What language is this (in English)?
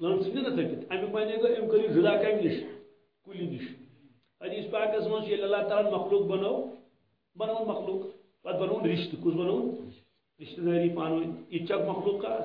Kashmiri